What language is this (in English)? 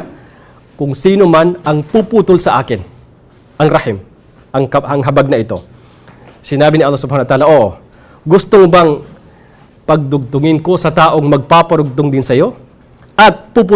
Maranao